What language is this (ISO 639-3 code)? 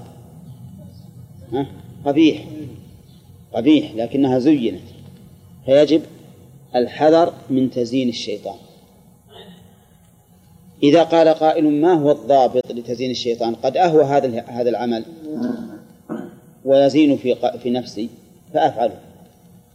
ara